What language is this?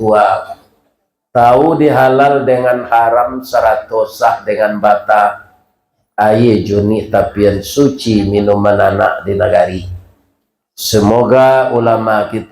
Minangkabau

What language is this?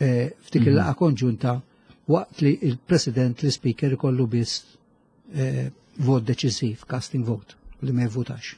Maltese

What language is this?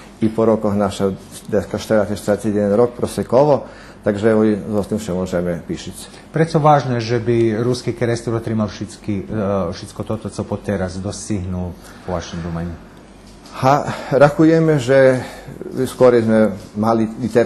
Rusyn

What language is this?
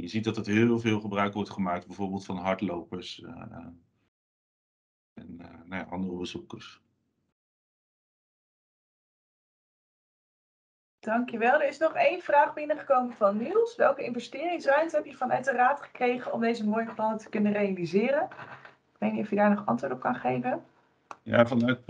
Dutch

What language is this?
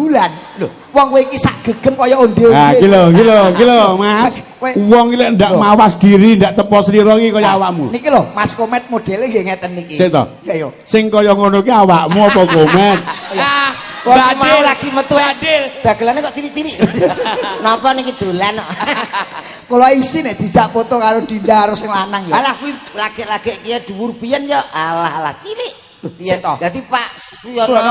Javanese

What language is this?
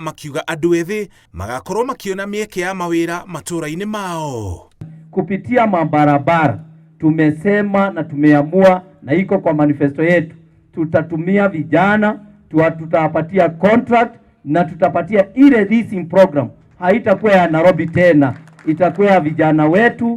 Kikuyu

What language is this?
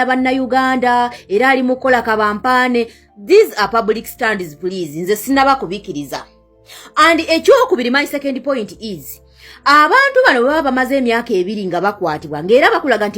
Ganda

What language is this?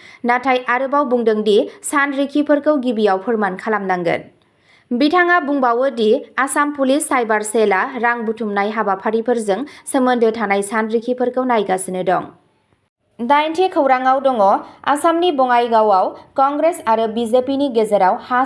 Bodo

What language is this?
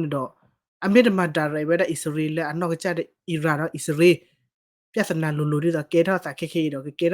S'gaw Karen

